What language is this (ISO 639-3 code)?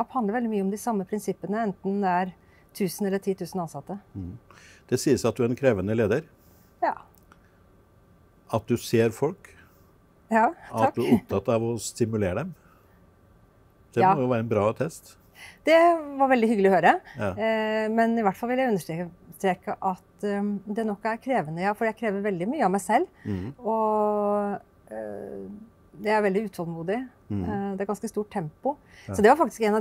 nor